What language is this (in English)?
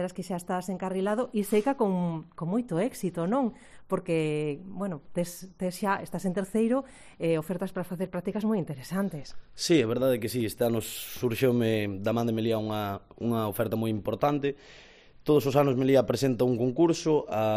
Galician